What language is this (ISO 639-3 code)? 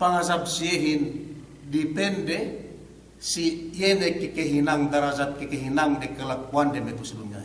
yka